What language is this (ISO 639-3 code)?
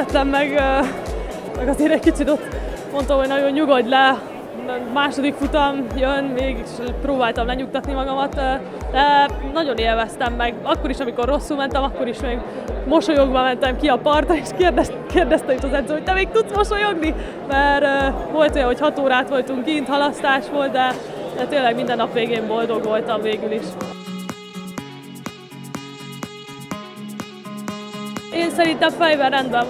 hun